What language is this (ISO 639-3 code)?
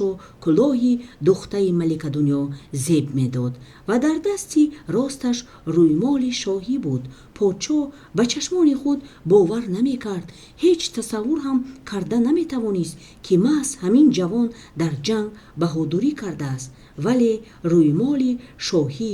tgk